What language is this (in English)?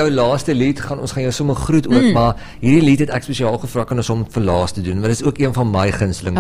Afrikaans